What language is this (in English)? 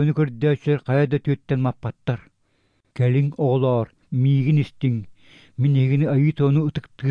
Yakut